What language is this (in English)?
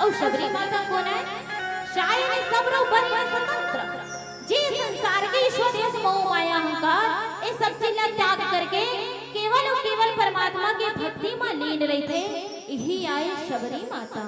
Chhattisgarhi